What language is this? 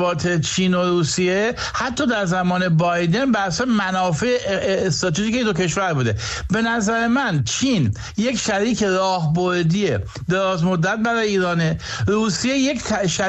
Persian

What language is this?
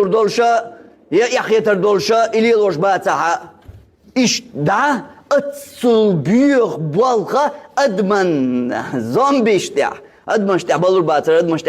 Chechen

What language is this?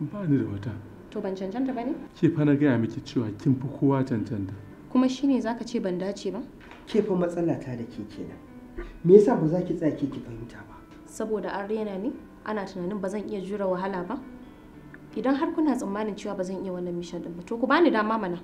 Hausa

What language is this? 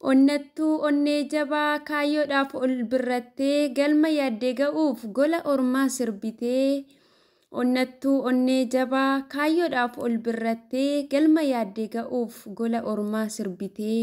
Oromo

